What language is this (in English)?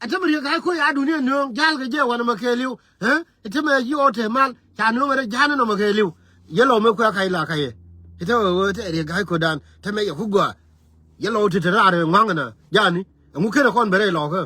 Nuer